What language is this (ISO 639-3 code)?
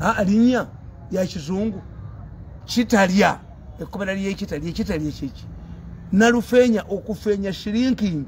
lug